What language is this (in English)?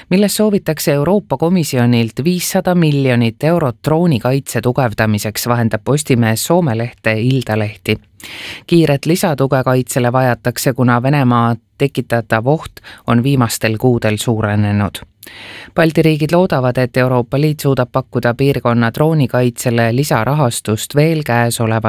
Estonian